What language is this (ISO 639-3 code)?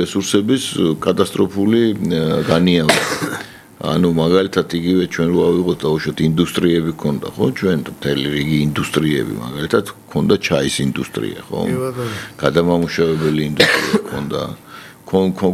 kat